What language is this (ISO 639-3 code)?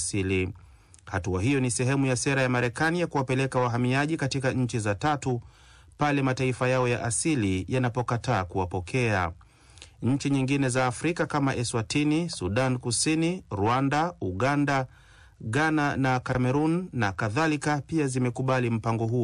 swa